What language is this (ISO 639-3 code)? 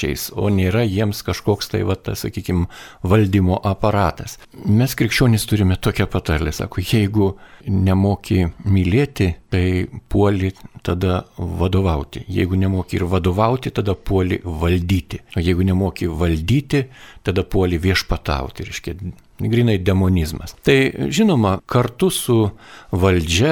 lit